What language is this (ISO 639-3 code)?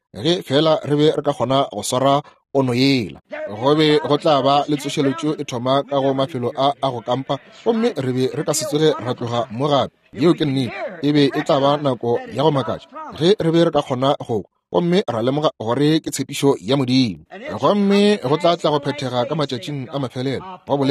nso